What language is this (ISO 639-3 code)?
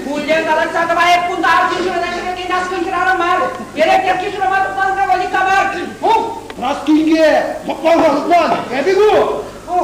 chv